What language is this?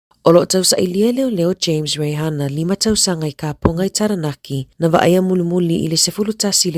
Samoan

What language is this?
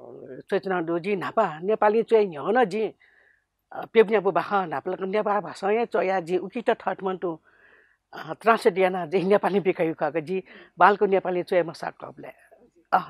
Newari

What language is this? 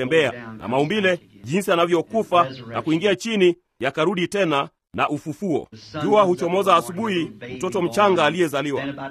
Swahili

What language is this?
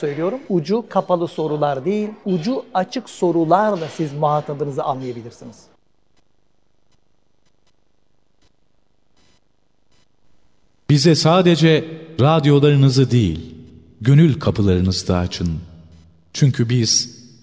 Turkish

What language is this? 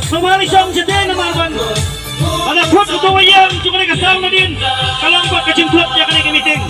Khasi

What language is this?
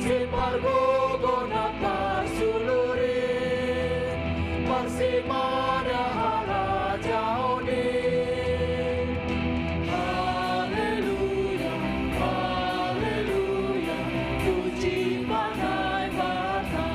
Batak Simalungun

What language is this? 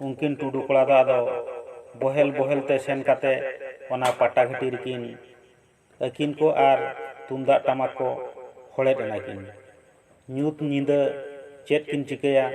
Santali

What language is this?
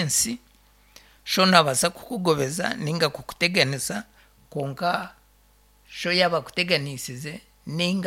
Nyankole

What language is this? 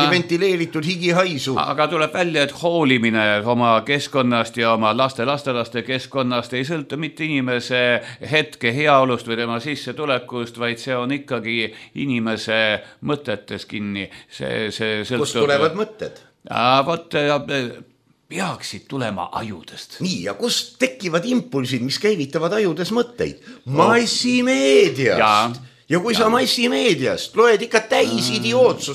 Estonian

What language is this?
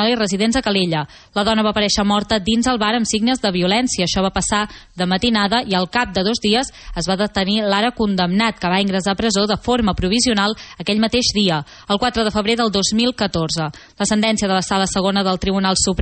Catalan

